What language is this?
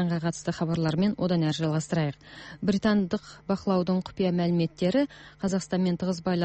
Kazakh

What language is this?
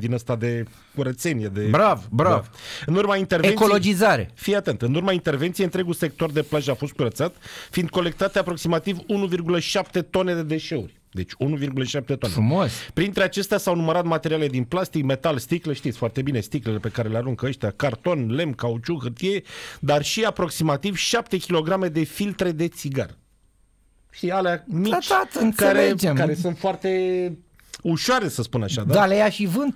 Romanian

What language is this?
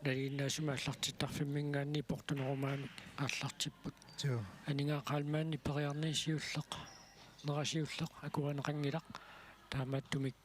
Kalaallisut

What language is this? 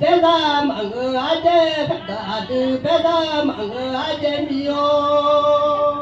Akha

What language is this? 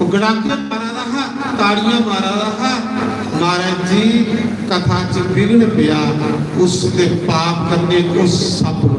Dogri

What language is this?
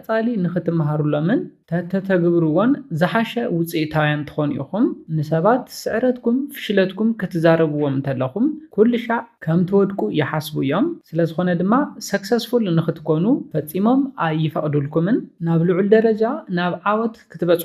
Tigrinya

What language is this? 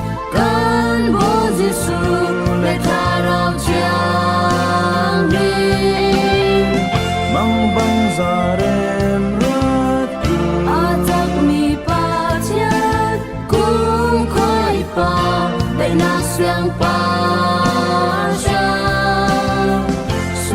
Falam Chin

